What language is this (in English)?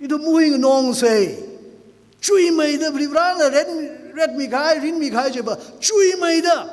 Tangkhul Naga (India)